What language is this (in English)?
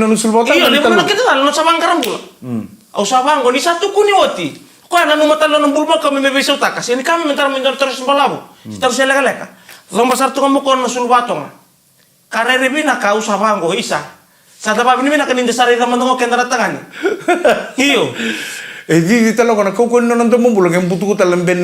Fijian